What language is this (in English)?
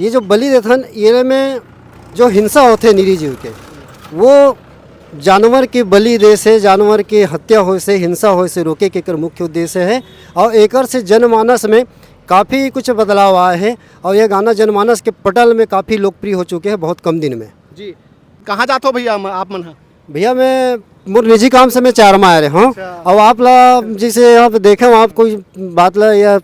Chhattisgarhi